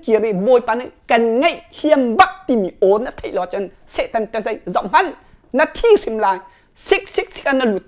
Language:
Hakha Chin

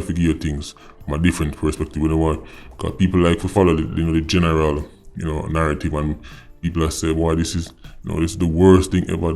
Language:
Jamaican Creole English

